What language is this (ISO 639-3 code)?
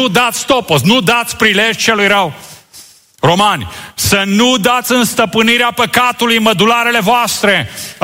ron